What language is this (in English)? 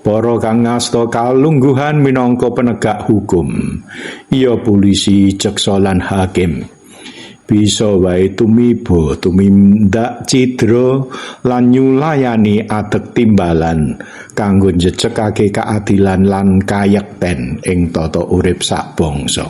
Javanese